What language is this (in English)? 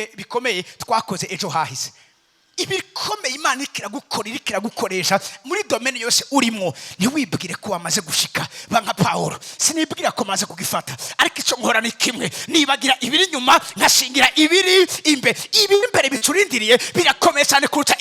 Rundi